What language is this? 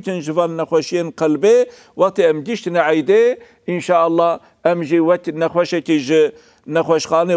Kurdish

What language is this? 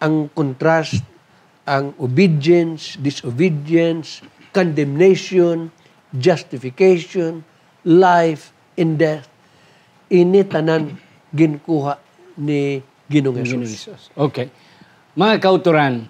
Hiligaynon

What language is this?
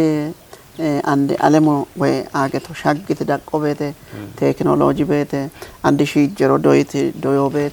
Kafa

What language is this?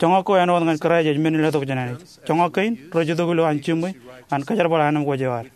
Marshallese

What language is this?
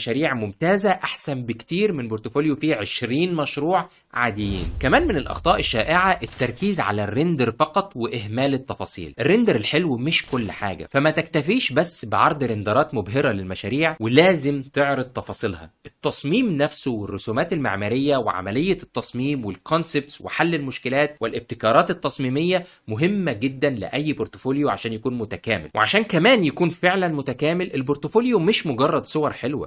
Egyptian Arabic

